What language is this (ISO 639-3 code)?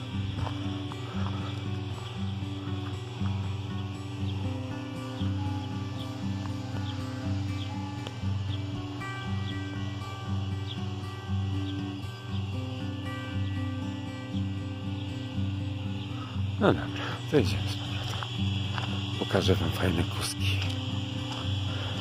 pol